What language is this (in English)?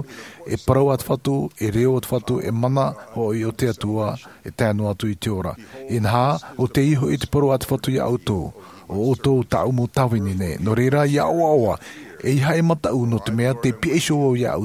Tahitian